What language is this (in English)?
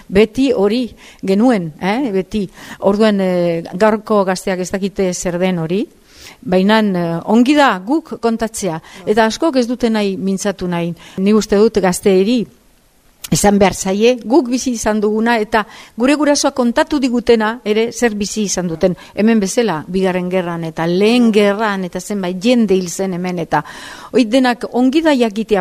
Basque